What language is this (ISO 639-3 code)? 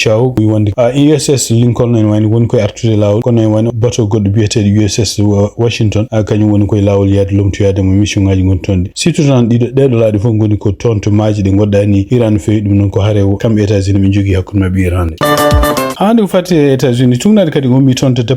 ful